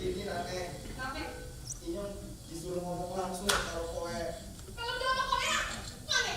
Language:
Betawi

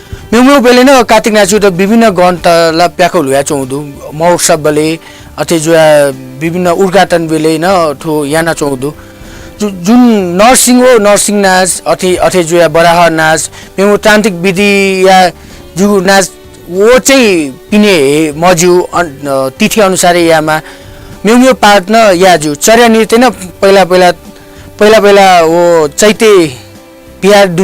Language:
Newari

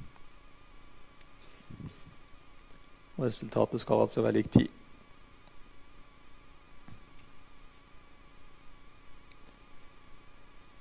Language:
Norwegian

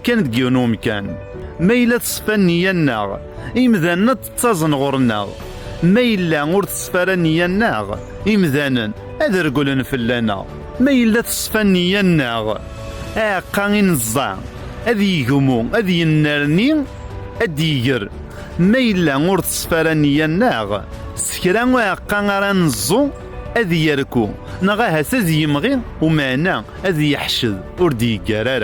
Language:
Kabyle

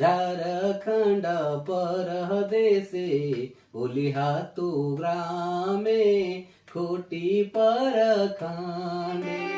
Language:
Sadri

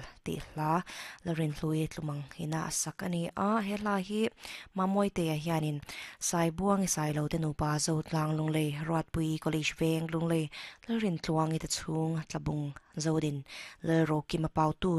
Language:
Mizo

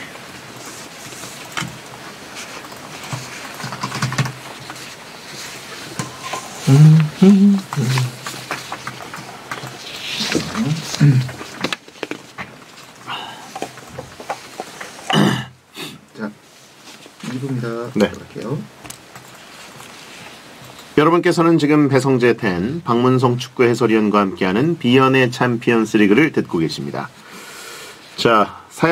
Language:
Korean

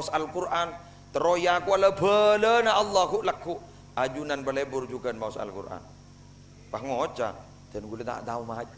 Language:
Madurese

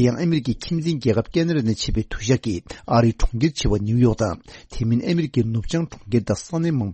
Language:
Tibetan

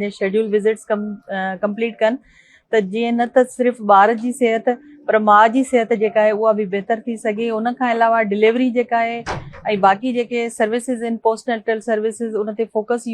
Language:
Sindhi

